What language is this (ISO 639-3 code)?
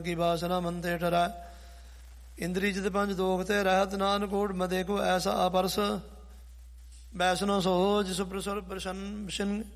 pan